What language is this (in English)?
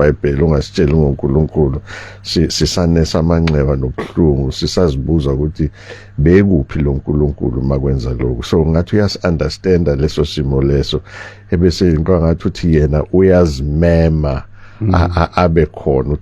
Zulu